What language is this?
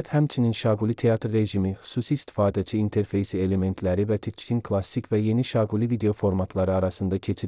Azerbaijani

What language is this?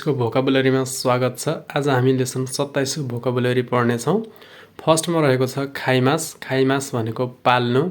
Nepali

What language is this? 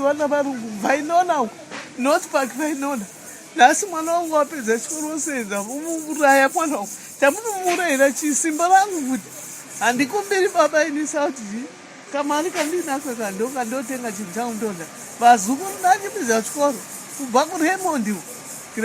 Shona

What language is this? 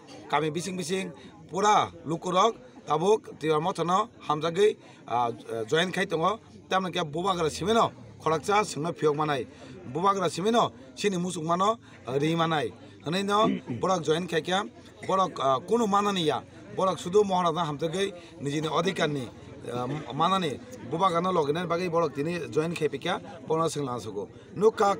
Kok Borok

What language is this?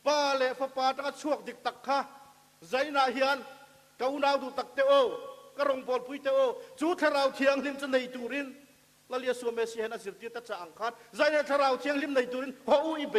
Mizo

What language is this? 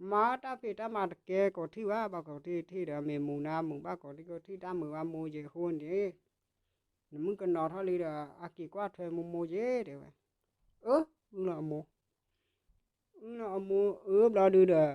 S'gaw Karen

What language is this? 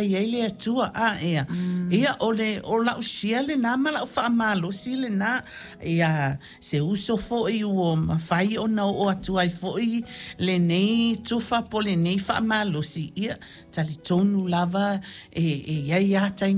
Samoan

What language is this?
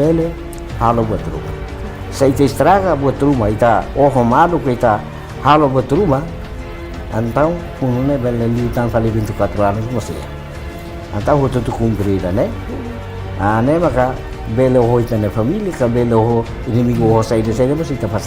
Tetum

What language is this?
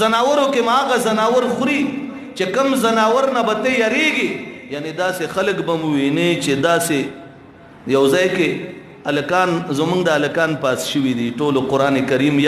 Pashto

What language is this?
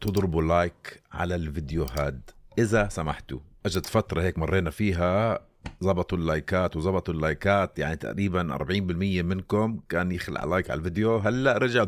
North Levantine Arabic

